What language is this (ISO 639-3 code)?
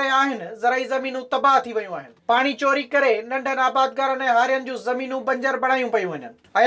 snd